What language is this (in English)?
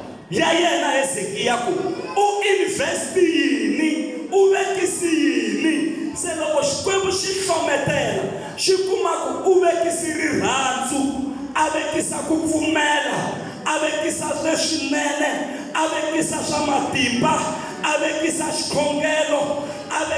Tsonga